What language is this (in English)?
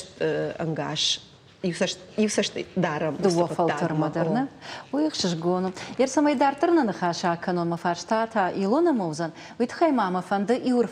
Ossetic